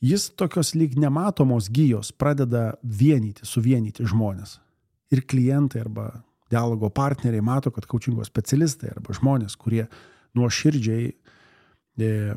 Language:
Lithuanian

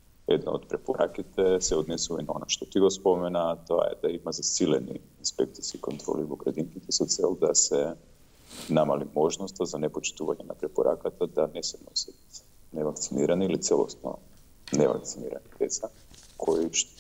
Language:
Macedonian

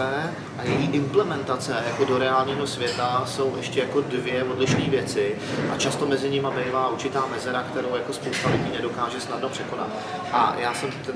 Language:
Czech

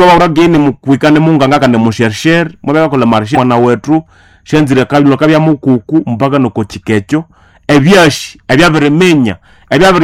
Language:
Nande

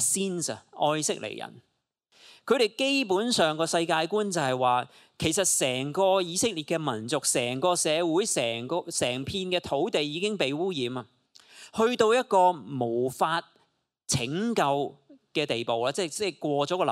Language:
Cantonese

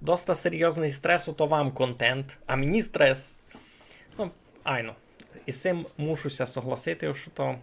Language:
Rusyn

